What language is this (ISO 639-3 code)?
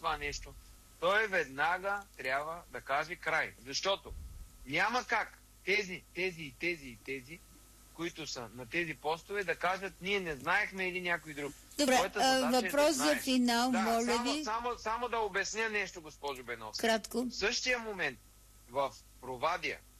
bul